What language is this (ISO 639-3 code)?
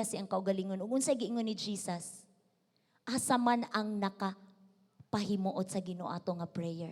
ceb